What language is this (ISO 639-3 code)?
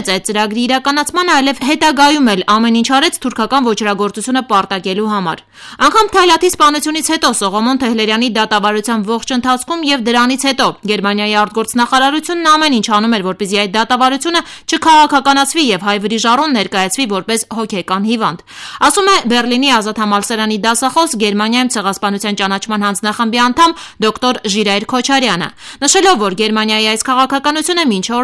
hye